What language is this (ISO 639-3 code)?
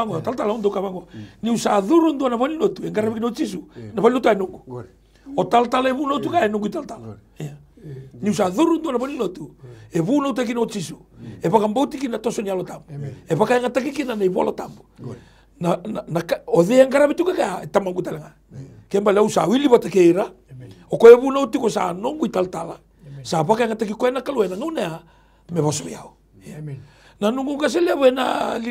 fij